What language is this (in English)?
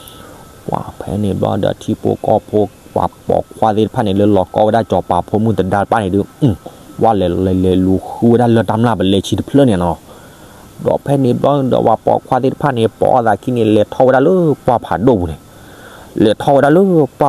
S'gaw Karen